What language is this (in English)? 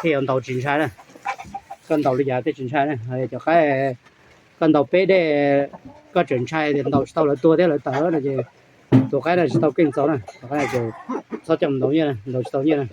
Hmong